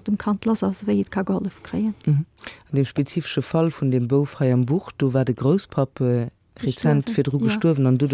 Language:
Luxembourgish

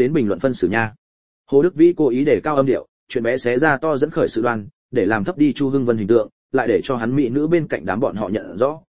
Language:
Vietnamese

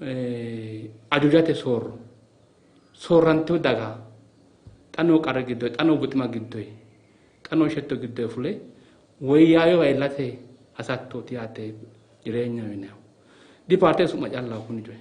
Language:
Sidamo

